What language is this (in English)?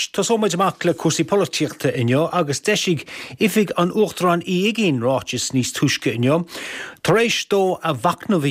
Irish